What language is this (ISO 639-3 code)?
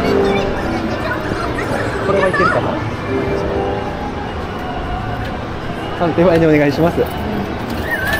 jpn